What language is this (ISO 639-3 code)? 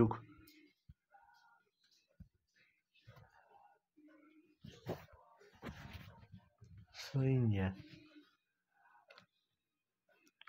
hun